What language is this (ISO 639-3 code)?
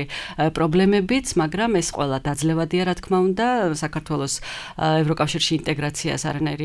kat